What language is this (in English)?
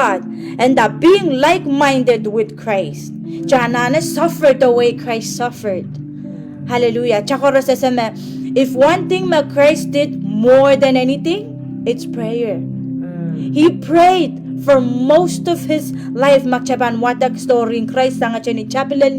Pohnpeian